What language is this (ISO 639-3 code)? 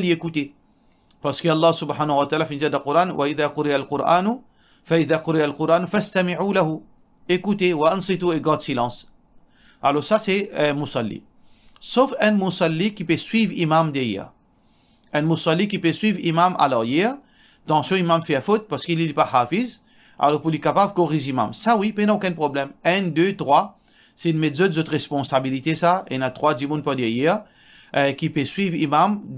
mfe